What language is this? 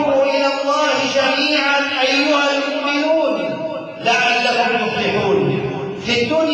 Arabic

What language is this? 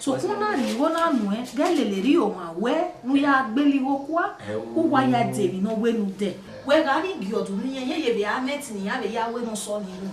Bini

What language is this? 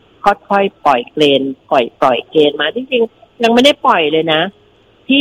Thai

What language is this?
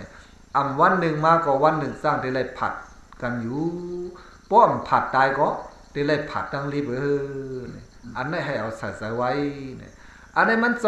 Shan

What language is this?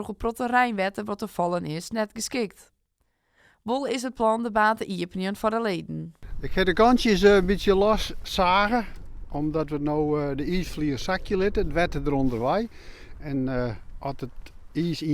Western Frisian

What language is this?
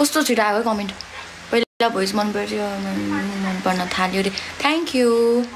Nepali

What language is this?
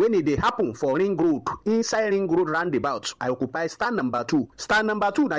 Nigerian Pidgin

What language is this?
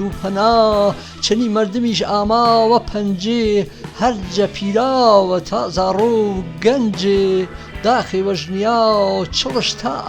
Gurani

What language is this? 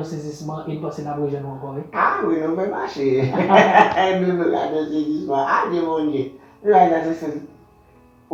Haitian Creole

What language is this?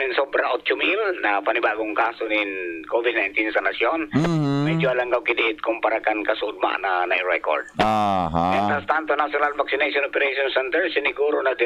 Bikol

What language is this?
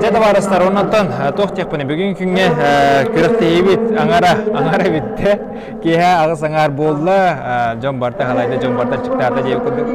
Yakut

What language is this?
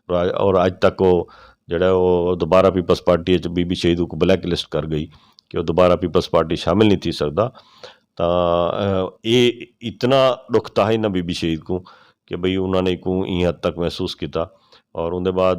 Saraiki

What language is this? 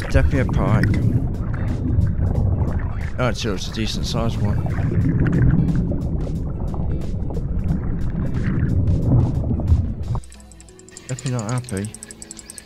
English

